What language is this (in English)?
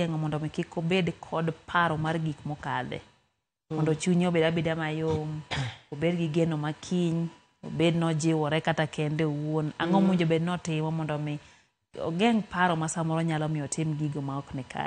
Luo (Kenya and Tanzania)